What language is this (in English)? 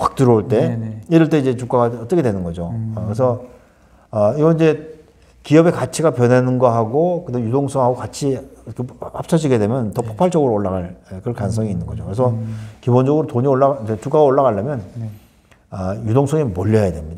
Korean